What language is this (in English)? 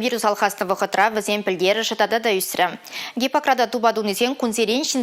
Chuvash